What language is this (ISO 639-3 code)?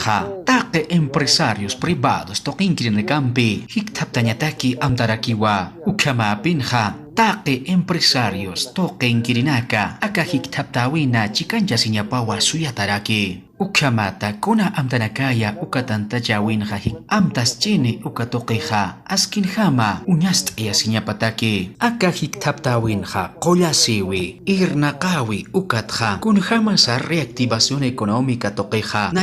aym